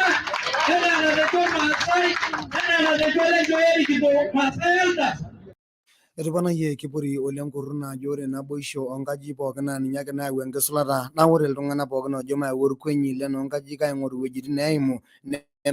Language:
Masai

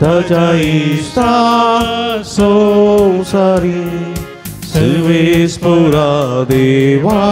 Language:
Konkani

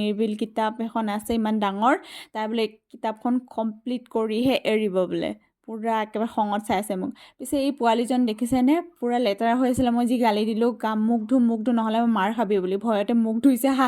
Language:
Assamese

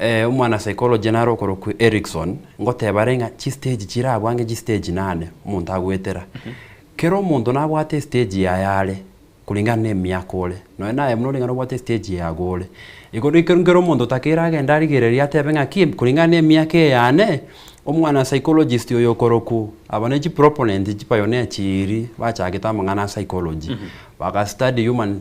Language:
Gusii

